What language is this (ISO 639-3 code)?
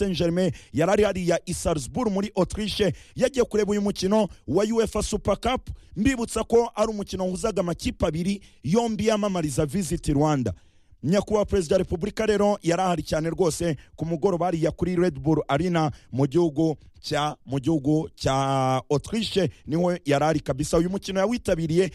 kin